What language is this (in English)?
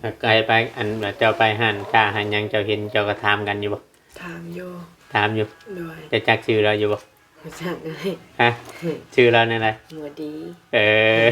Northeastern Thai